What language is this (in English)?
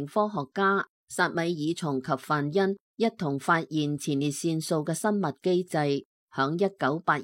Cantonese